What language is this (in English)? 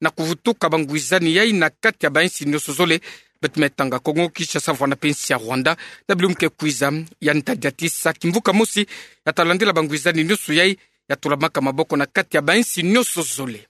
Kituba (Democratic Republic of Congo)